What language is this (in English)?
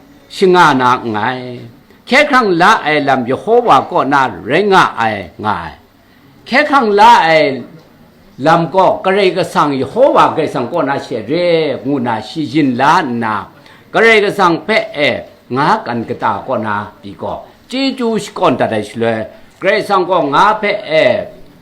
Kachin